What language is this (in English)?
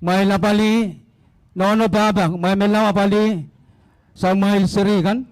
Pohnpeian